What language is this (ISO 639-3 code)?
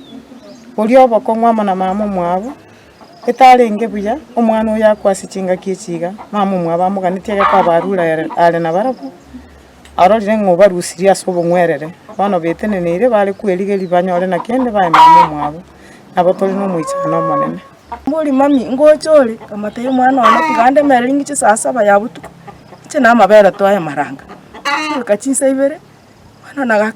guz